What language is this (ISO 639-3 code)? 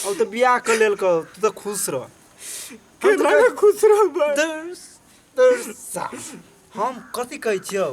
mai